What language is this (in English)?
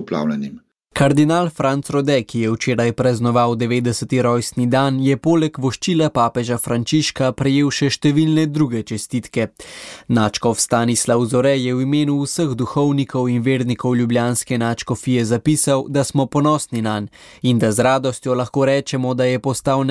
Slovenian